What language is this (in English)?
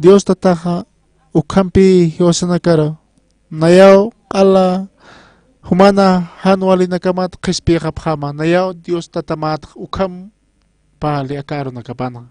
Aymara